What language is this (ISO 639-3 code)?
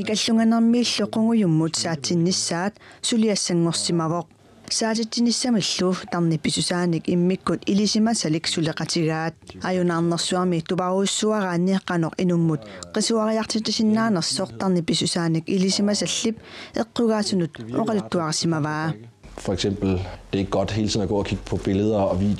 kal